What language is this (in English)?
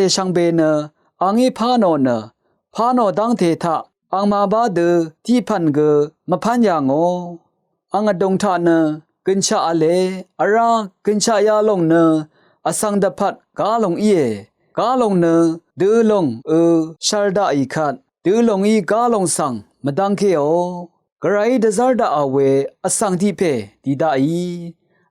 Rawang